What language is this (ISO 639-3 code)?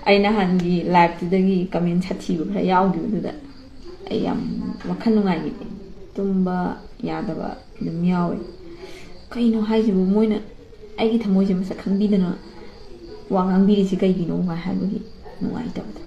mni